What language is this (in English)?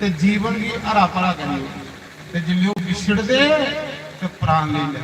Dogri